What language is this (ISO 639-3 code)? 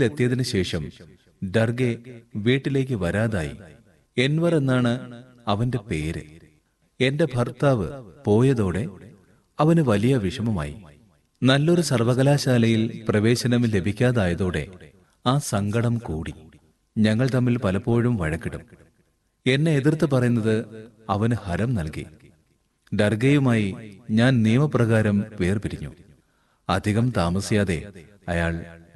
mal